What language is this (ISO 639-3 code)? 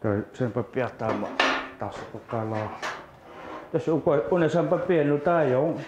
kal